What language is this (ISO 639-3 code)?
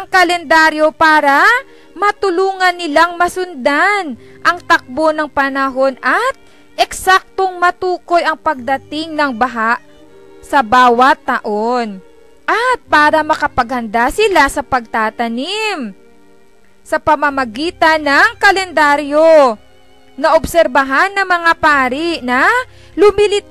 fil